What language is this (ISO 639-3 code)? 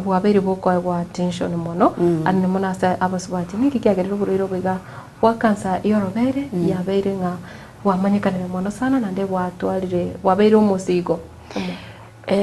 guz